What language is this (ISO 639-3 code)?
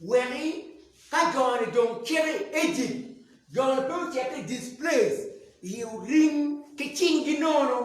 ach